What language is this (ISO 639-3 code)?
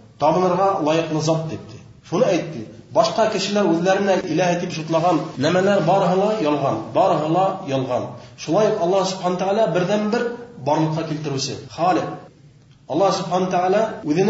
bak